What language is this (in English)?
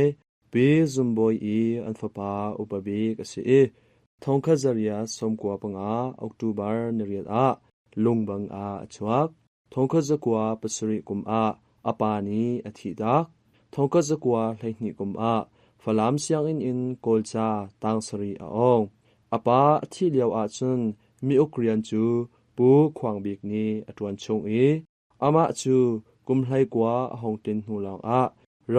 Hakha Chin